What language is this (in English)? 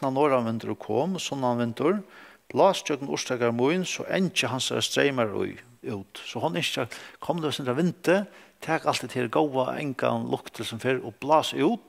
Faroese